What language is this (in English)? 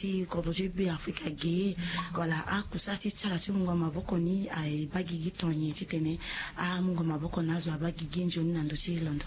Sango